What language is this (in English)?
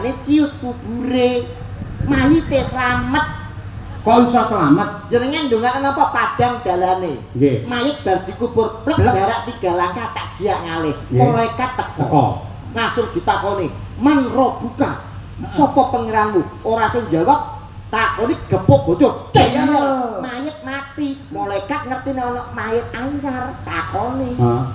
Javanese